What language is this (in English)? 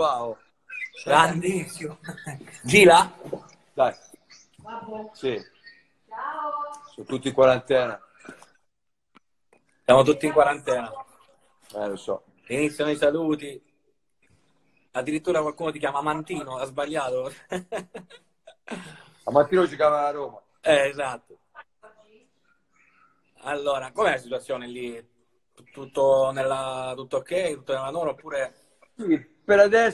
Italian